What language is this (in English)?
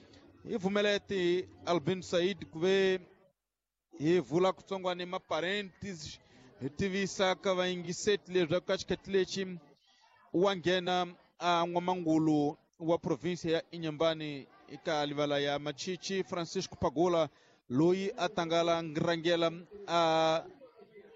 Tsonga